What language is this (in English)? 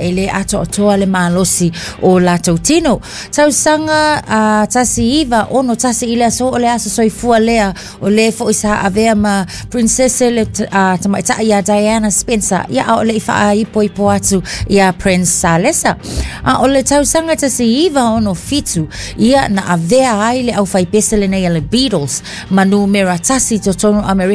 Samoan